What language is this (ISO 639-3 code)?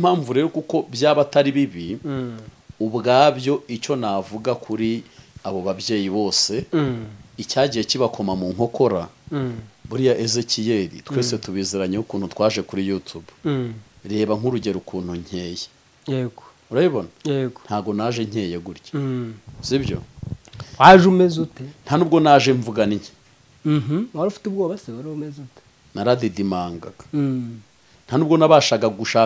kin